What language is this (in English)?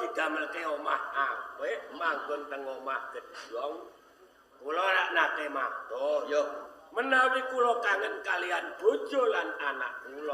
Javanese